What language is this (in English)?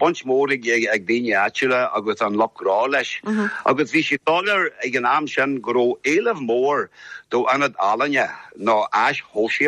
Irish